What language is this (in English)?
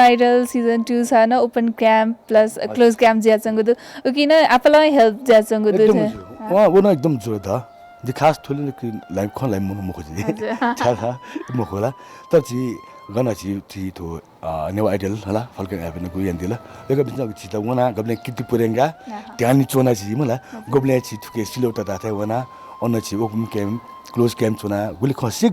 Newari